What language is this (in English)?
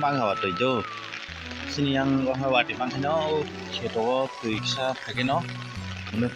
Kok Borok